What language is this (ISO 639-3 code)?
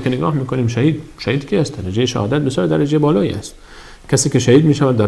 fas